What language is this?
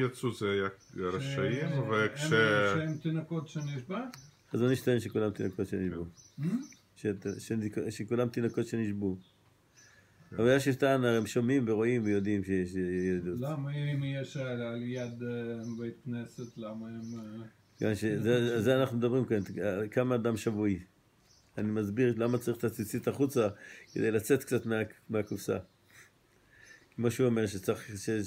Hebrew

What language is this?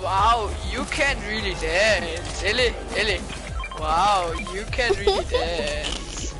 Bavarian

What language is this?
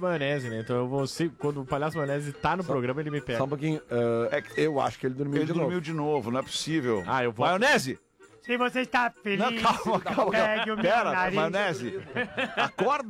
Portuguese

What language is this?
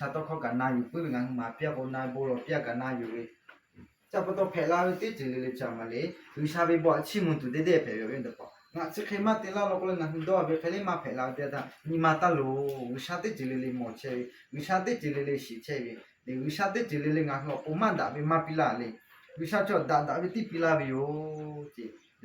Lahu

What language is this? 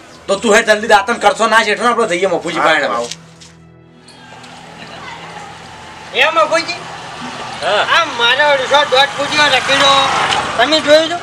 Gujarati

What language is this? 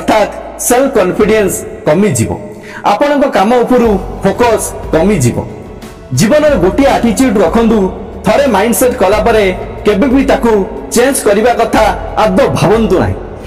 Odia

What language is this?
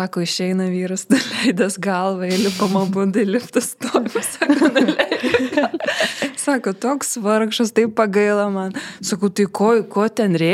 Lithuanian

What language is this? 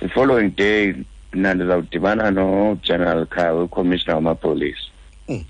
Xhosa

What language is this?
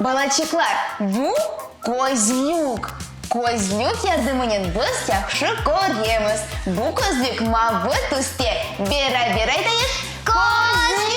Crimean Tatar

